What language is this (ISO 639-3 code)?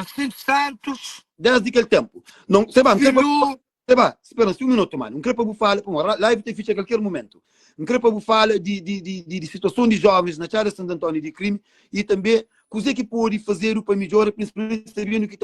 kea